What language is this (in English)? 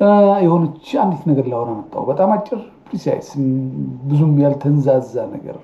Amharic